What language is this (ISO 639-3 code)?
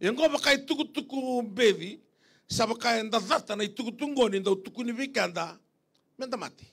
fij